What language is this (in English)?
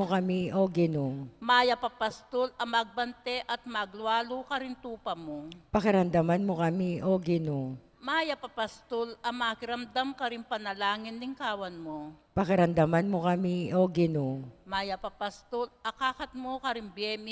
Pampanga